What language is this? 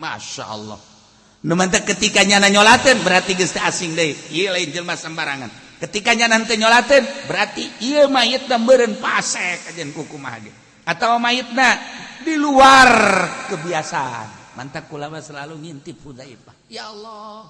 Sundanese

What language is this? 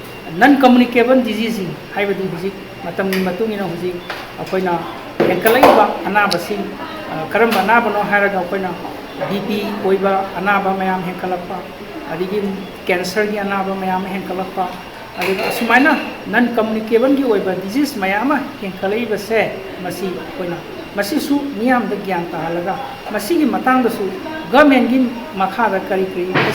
Manipuri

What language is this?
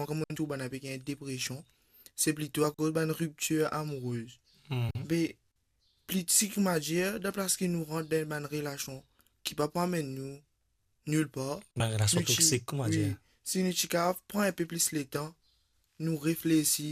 Morisyen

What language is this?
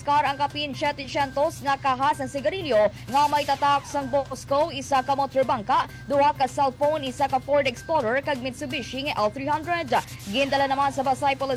Hiligaynon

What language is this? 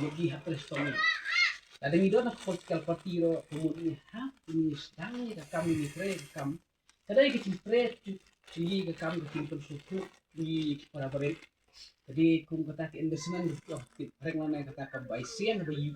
Khasi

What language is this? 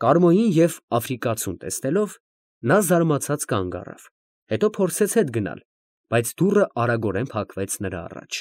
Armenian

